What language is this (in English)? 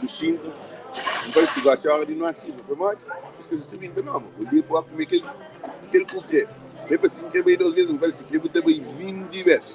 Kabuverdianu